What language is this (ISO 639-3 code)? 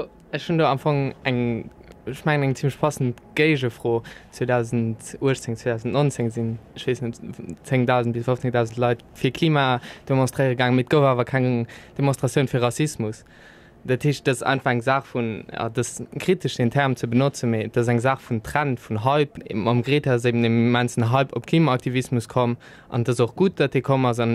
ltz